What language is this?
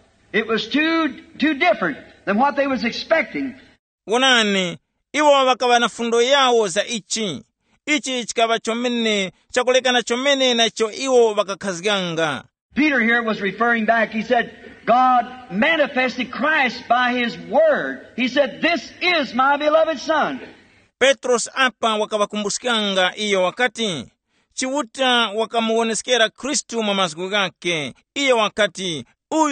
Tumbuka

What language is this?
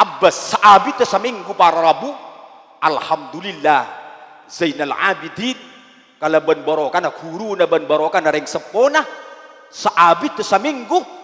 Madurese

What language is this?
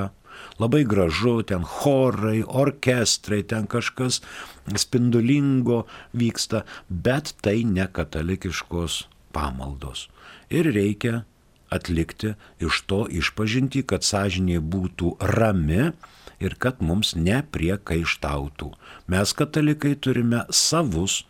Lithuanian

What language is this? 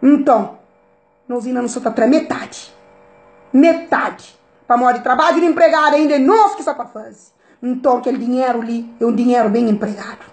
Kabuverdianu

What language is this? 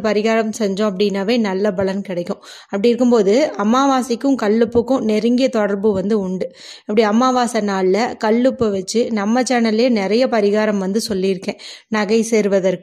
Tamil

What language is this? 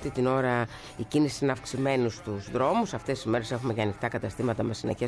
Greek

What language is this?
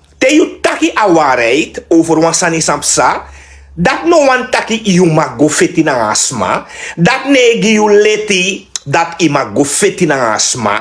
Sranan Tongo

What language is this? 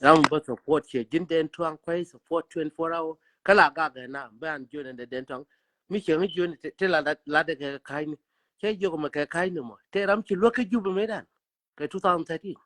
Nuer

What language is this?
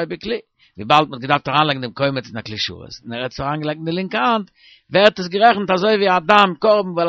Yiddish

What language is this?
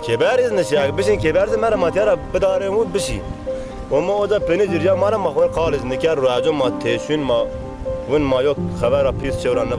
Zaza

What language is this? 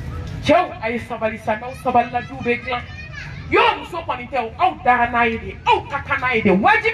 Bambara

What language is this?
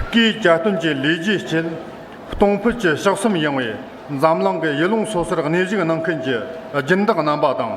Tibetan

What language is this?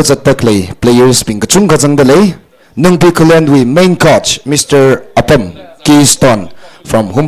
Tangkhul Naga (India)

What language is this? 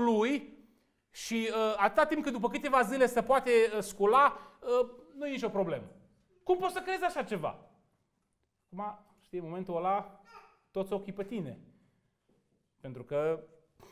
Romanian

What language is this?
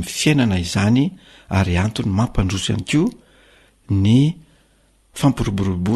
Malagasy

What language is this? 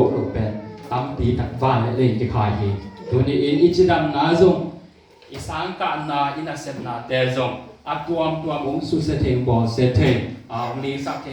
Tedim Chin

